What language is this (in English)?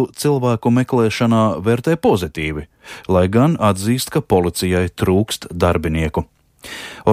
Latvian